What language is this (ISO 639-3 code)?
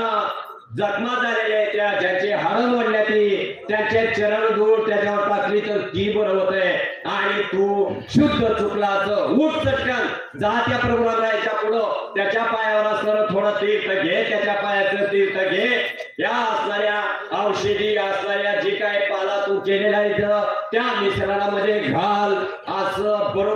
mar